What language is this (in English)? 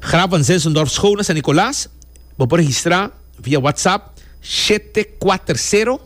Papiamento